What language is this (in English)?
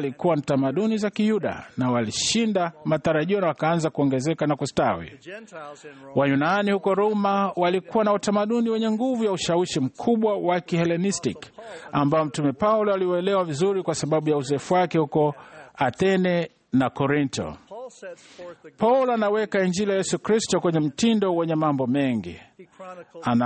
Swahili